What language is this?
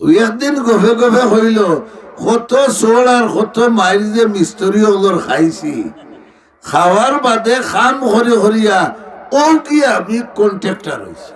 Sylheti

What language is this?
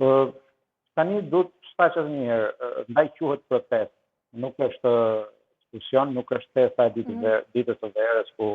Albanian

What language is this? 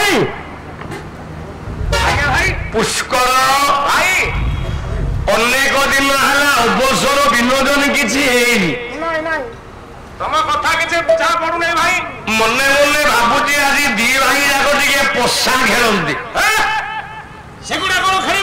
Odia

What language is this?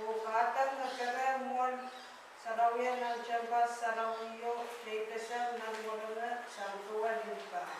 Pohnpeian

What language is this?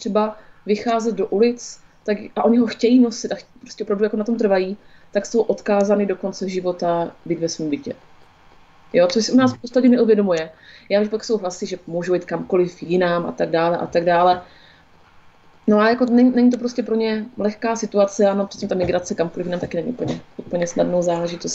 Czech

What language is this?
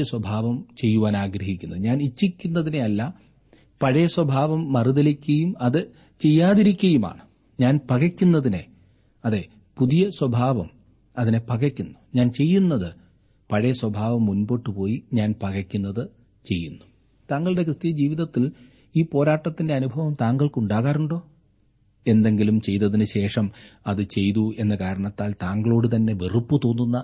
Malayalam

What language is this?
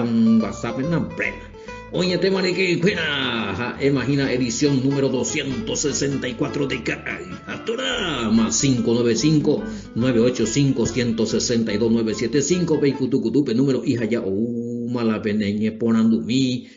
Guarani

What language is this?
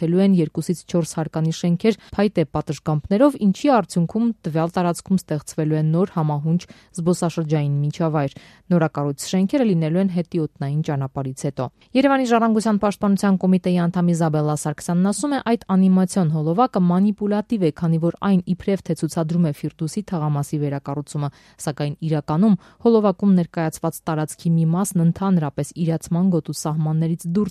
Armenian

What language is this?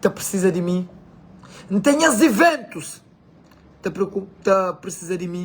Kabuverdianu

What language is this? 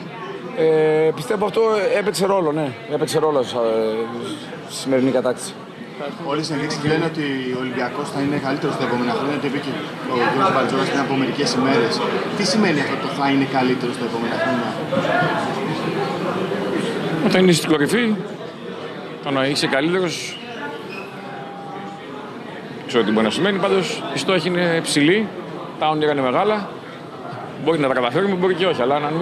Greek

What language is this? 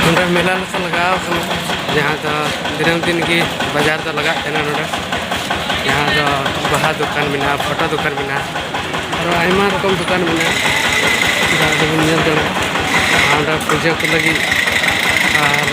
Santali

